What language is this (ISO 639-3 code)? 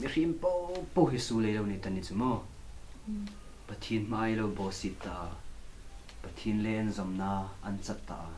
hmr